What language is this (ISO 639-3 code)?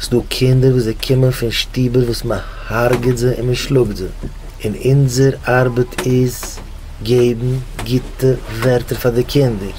yid